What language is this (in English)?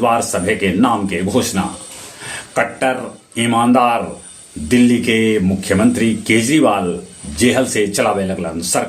Magahi